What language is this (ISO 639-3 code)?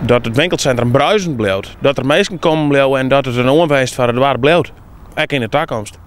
fry